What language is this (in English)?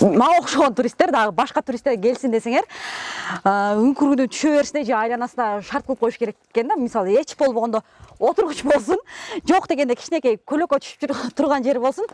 Kyrgyz